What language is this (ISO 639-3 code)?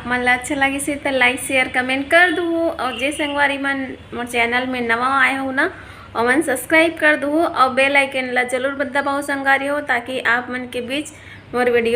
hne